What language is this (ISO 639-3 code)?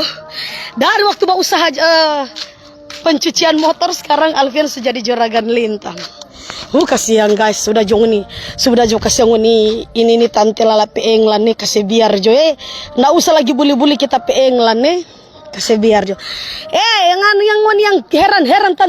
xmm